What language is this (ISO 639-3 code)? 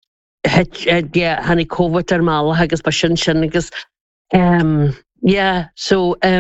gle